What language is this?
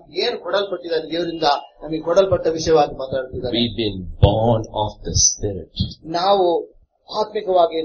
Kannada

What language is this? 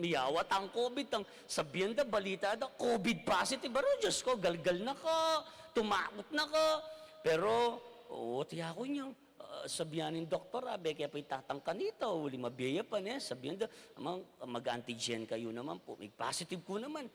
Pampanga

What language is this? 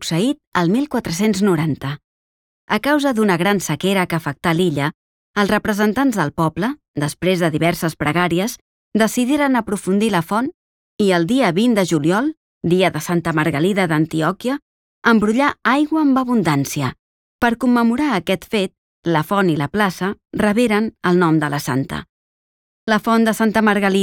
Catalan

